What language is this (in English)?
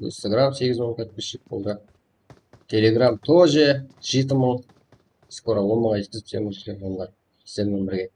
Kara-Kalpak